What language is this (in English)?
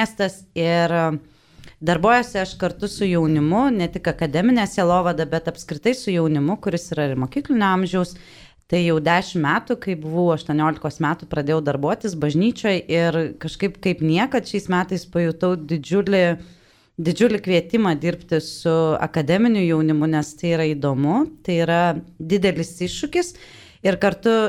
Lithuanian